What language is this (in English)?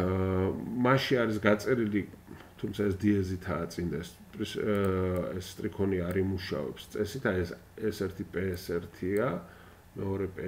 Georgian